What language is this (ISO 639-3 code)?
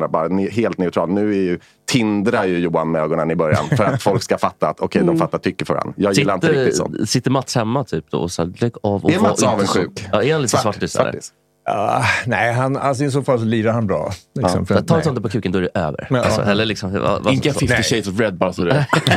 swe